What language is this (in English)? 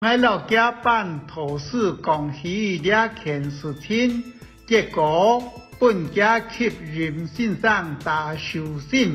Hakka Chinese